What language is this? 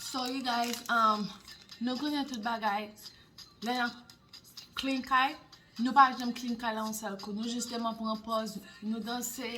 Haitian Creole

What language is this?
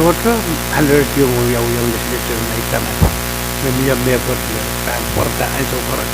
Pohnpeian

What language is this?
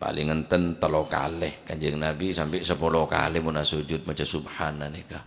Madurese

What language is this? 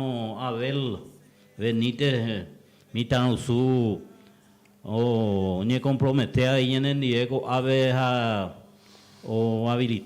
Guarani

